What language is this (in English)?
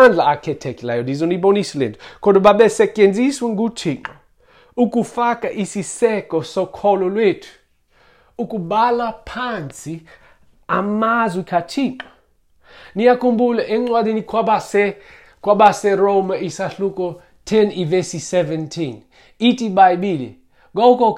Xhosa